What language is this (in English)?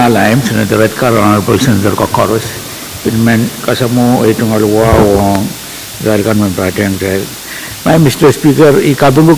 Pohnpeian